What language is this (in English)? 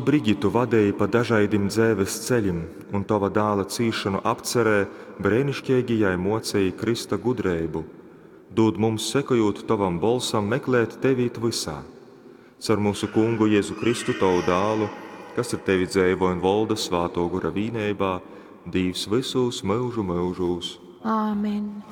Latgalian